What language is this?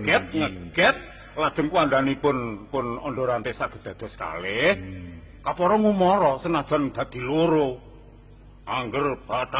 Javanese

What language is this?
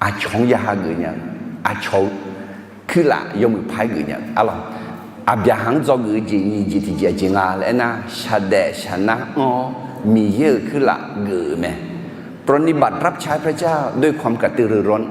Akha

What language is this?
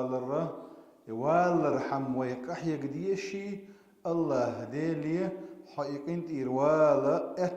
Chechen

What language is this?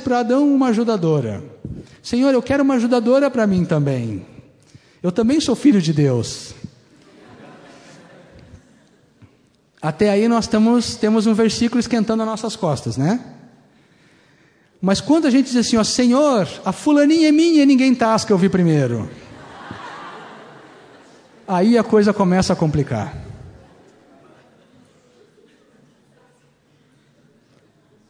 Portuguese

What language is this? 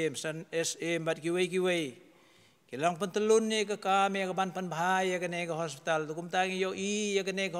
Khasi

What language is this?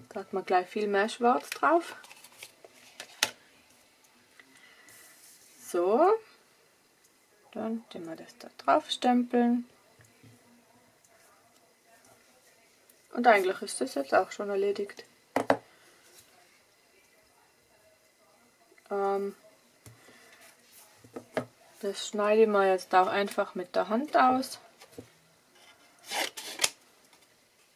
German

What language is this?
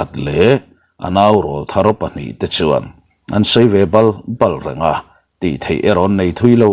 Mizo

